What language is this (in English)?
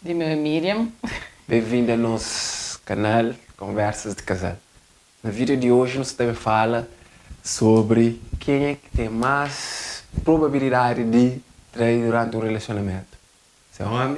Kabuverdianu